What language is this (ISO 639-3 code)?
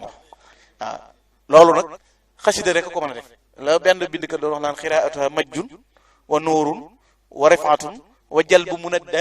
wol